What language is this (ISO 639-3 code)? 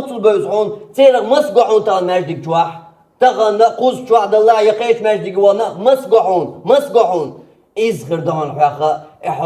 che